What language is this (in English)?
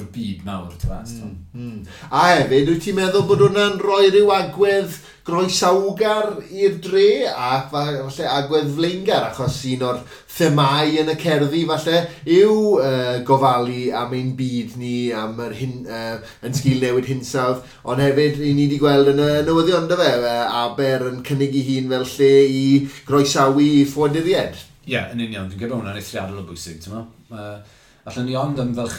Welsh